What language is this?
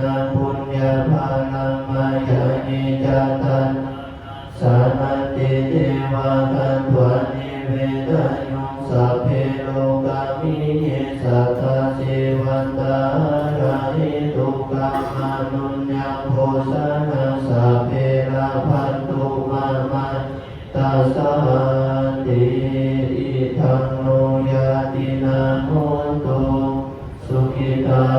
Pali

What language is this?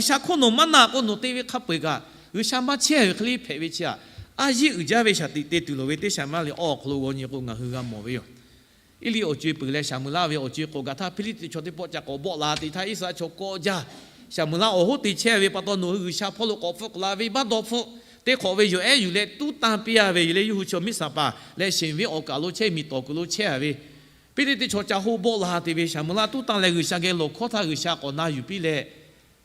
Lahu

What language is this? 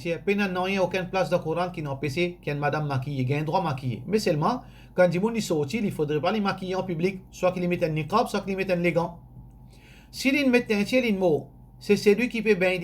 Morisyen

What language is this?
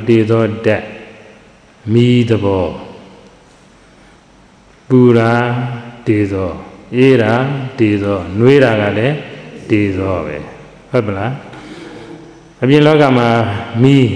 Burmese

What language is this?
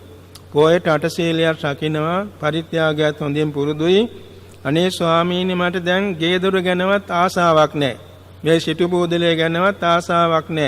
Sinhala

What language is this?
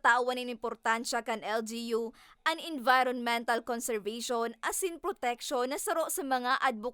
Bikol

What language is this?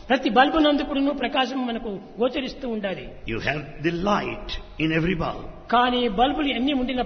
Telugu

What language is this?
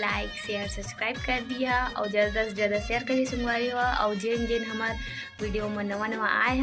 Chhattisgarhi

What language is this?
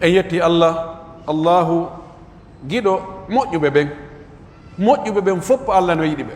Pular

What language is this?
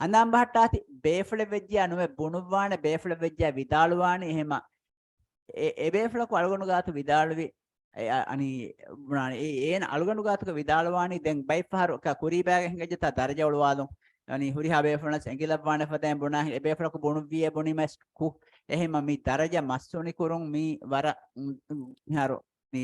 Divehi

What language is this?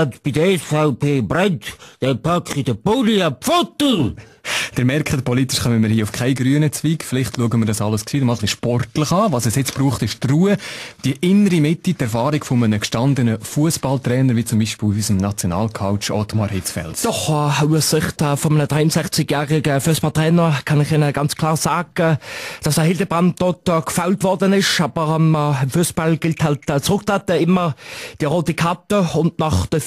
Swiss German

